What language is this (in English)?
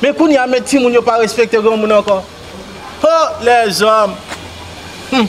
Haitian Creole